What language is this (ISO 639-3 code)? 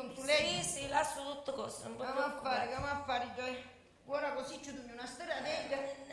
scn